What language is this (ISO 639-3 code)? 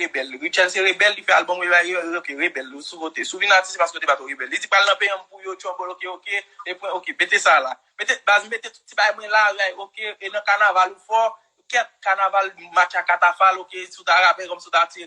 hat